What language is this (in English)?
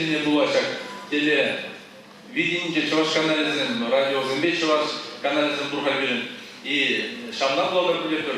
Chuvash